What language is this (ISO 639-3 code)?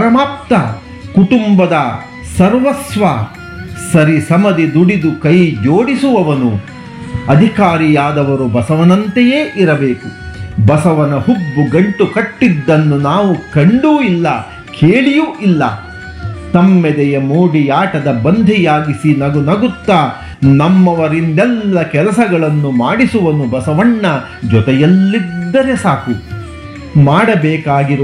kan